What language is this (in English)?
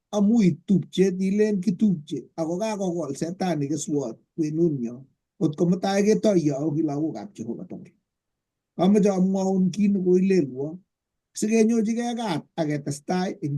Kalenjin